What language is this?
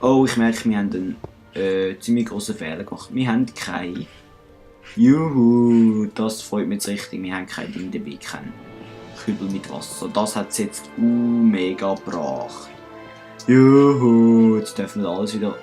Swiss German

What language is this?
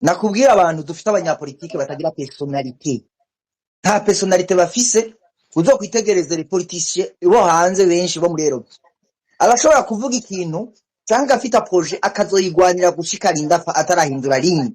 Rundi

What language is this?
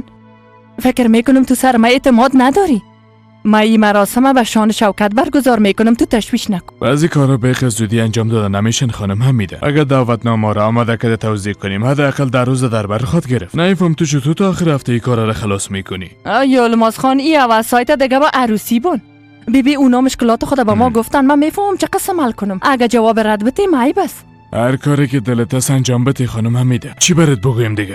Persian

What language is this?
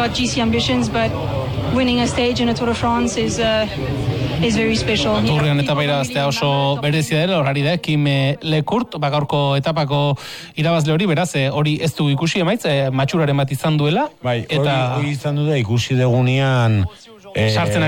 Basque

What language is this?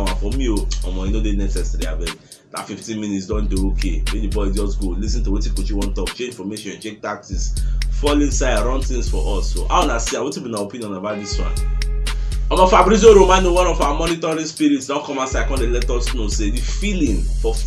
Nigerian Pidgin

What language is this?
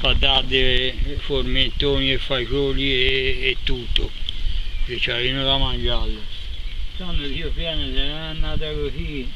Corsican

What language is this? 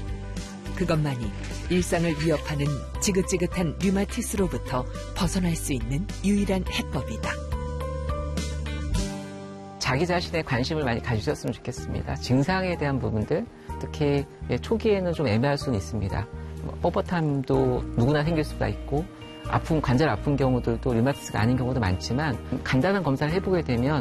Korean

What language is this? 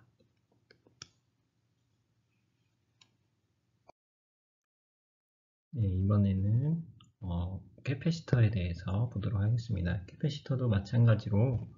Korean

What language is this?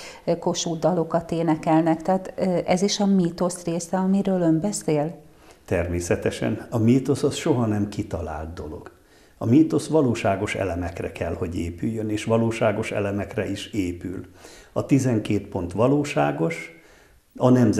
Hungarian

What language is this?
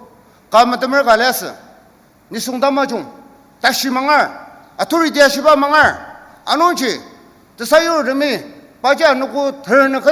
Ao Naga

